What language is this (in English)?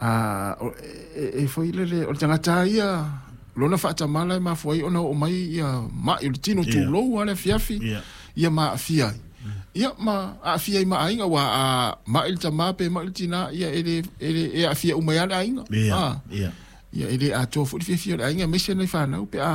Samoan